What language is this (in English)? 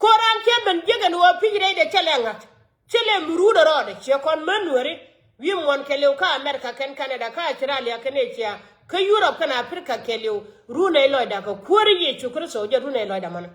Nuer